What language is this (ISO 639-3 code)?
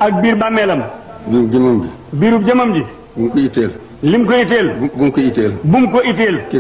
wol